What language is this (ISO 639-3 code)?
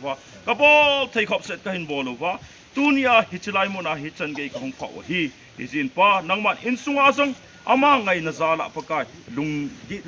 tcz